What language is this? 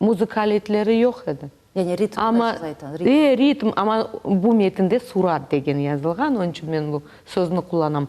Crimean Tatar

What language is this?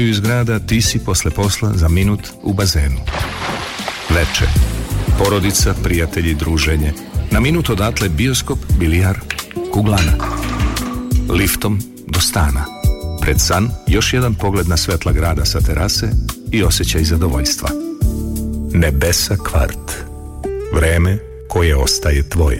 Serbian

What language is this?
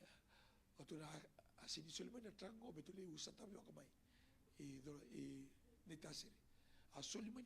Fijian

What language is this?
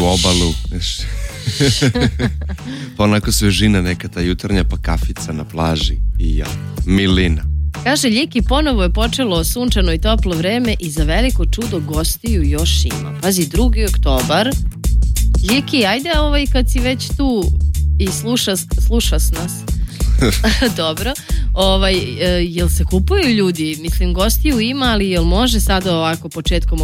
Serbian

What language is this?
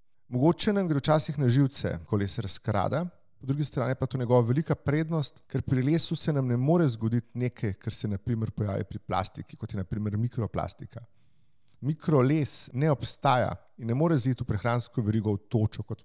Slovenian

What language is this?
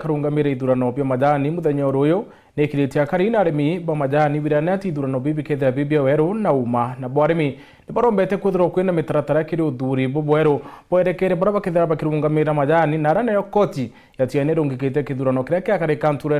Meru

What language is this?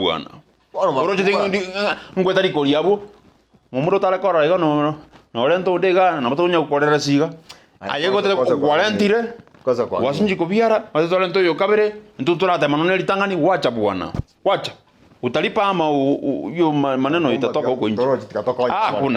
Gusii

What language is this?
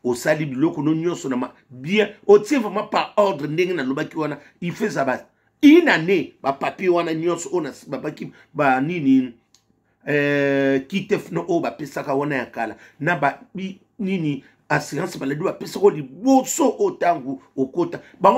Lingala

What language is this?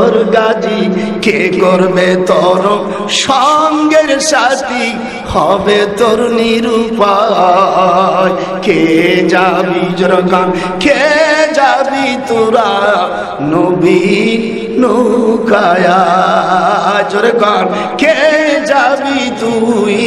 Bangla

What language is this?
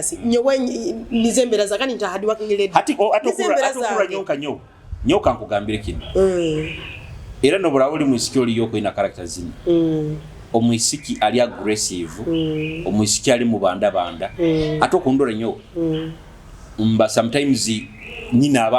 Nyoro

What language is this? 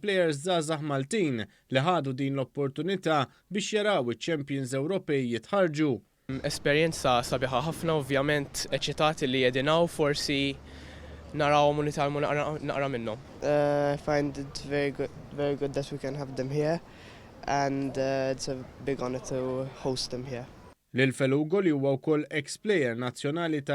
Maltese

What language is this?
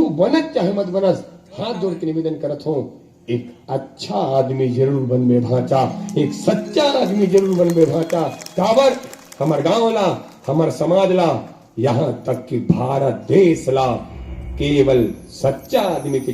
Chhattisgarhi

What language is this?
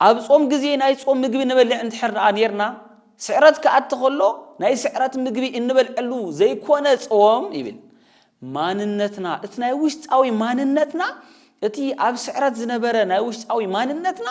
Tigrinya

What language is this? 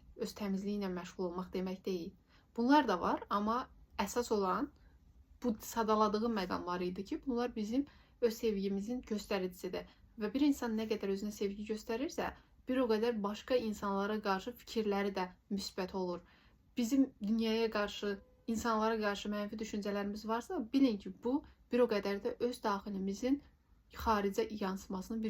Azerbaijani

